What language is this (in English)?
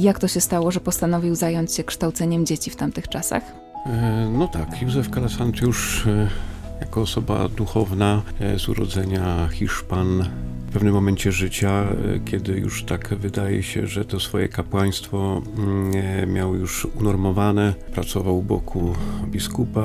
Polish